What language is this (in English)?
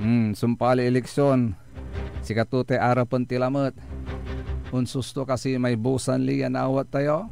Pangasinan